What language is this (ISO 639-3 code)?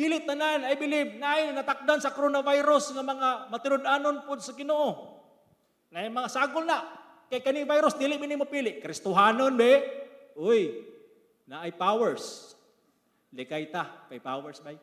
ceb